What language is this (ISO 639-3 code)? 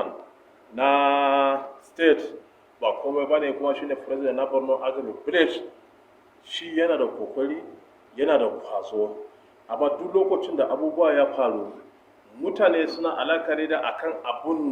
hau